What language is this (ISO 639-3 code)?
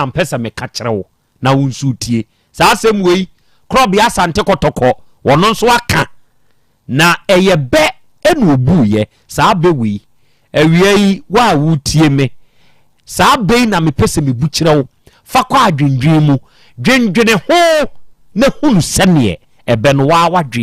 aka